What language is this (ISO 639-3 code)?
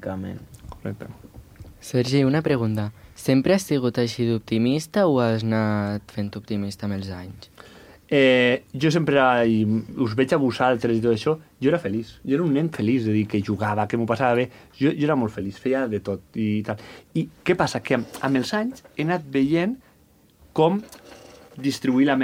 cat